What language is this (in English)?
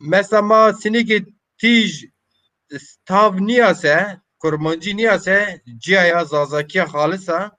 Zaza